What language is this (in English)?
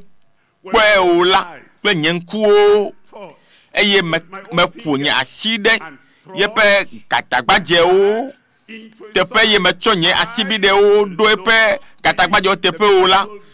Ewe